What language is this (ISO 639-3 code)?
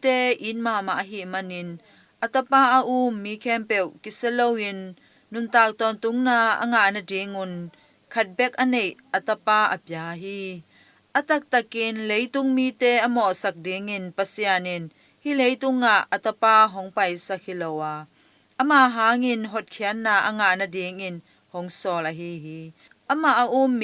ctd